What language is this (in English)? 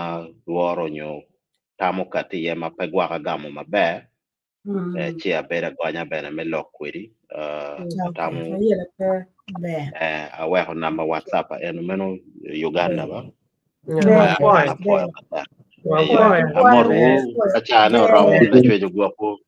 Acoli